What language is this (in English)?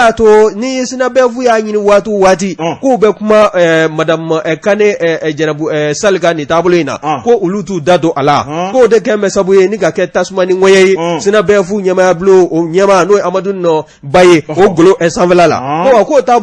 Bambara